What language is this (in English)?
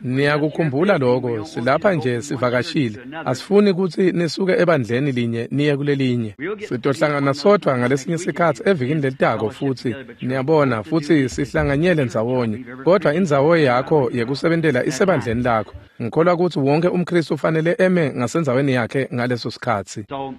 Swati